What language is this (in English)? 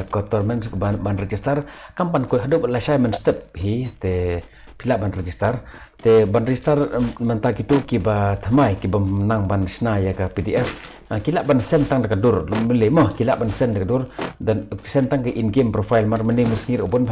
Khasi